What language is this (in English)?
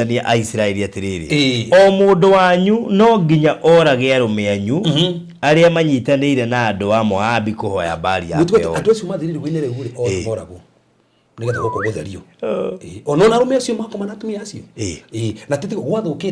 Kikuyu